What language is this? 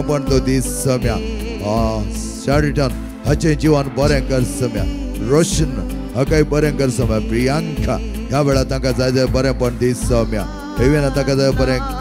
Konkani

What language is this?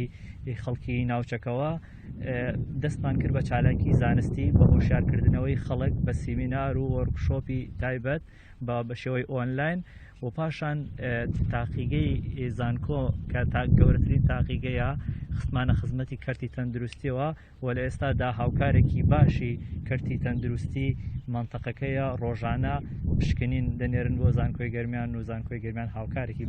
Central Kurdish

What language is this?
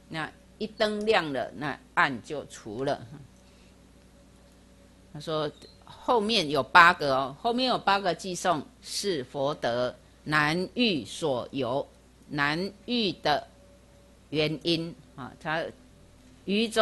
Chinese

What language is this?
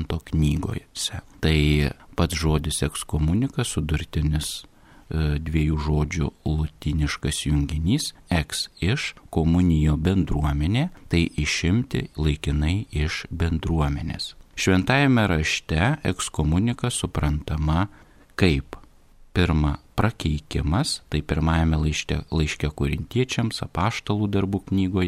Lithuanian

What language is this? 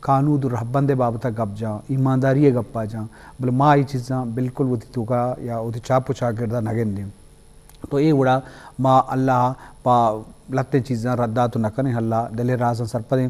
Eastern Balochi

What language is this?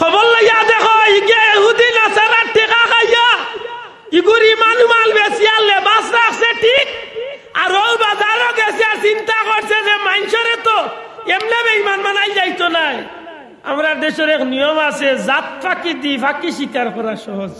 Sylheti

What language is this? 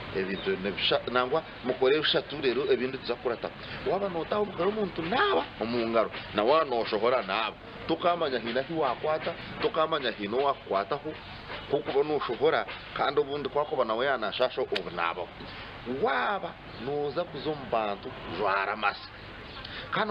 Nyankole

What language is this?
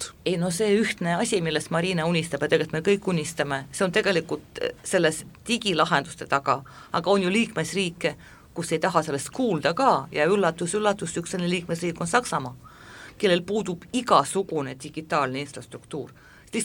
Estonian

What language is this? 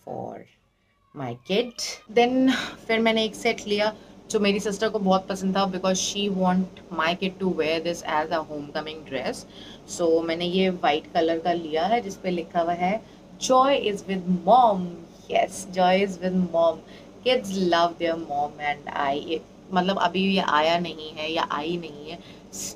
Hindi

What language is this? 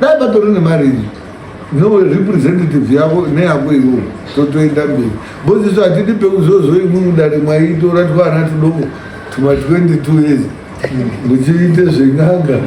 Shona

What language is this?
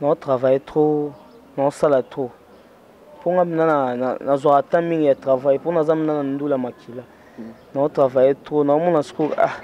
Lingala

